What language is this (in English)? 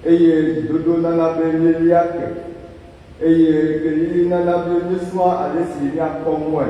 Ewe